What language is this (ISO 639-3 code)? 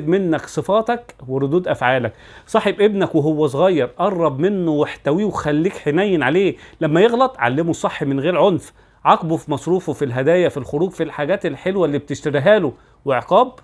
arz